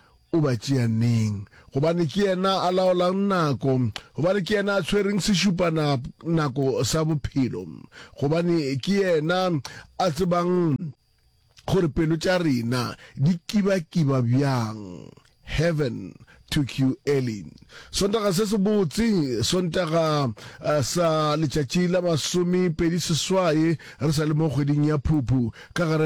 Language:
Northern Sotho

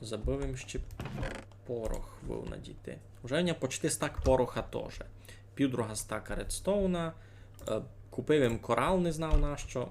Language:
Rusyn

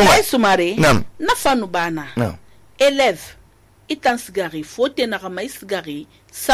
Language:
Susu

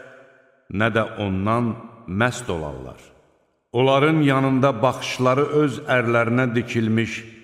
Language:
Azerbaijani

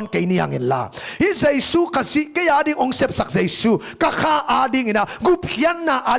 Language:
Tedim Chin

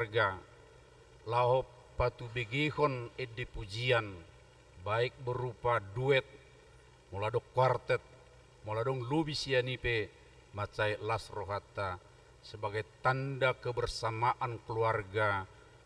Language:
Batak Toba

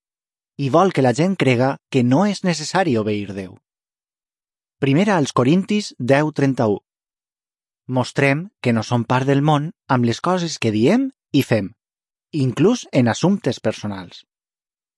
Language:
Catalan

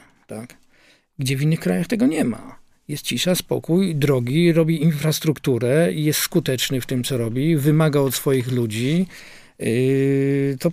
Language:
Polish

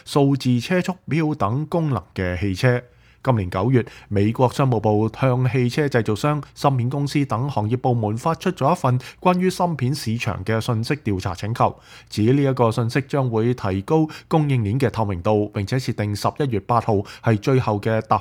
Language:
Cantonese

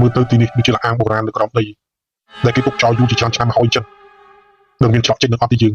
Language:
Khmer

